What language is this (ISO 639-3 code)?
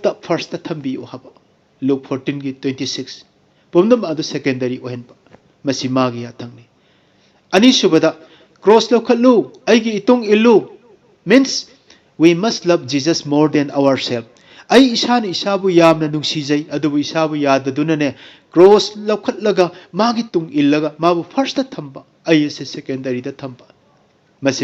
mni